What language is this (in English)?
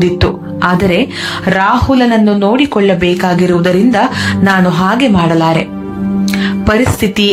Kannada